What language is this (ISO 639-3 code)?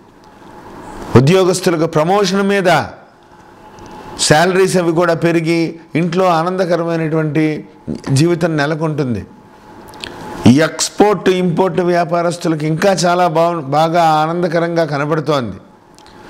tel